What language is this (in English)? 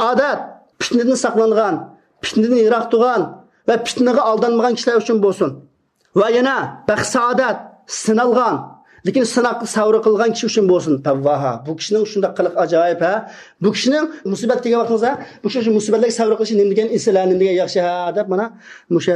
Uyghur